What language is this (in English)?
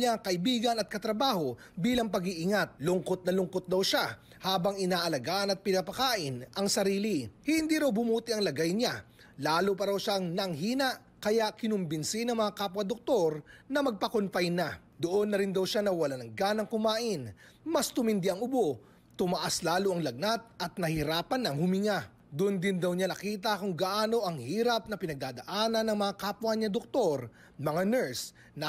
Filipino